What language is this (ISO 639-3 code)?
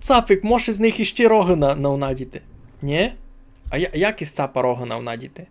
rue